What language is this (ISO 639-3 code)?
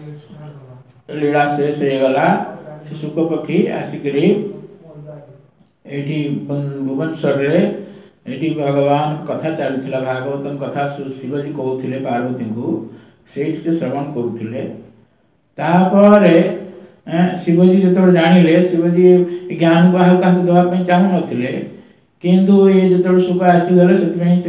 ori